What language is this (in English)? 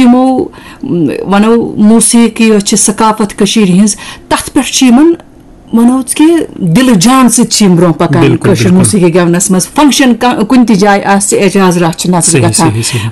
Kashmiri